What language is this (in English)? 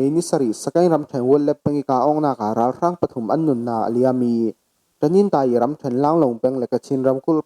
Falam Chin